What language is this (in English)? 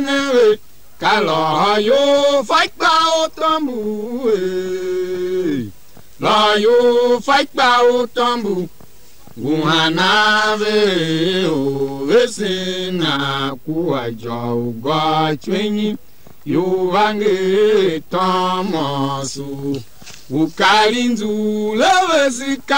Tiv